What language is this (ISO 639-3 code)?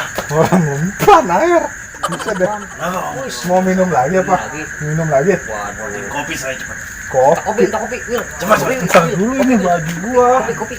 bew